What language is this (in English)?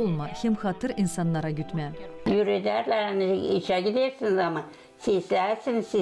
Gagauz